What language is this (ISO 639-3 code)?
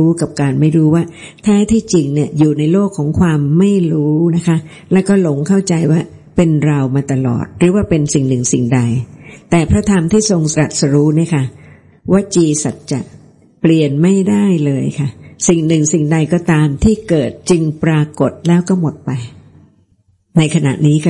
tha